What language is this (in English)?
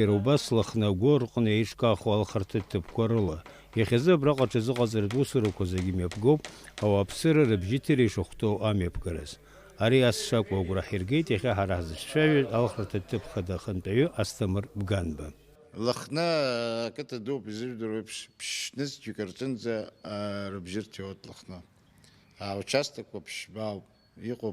Abkhazian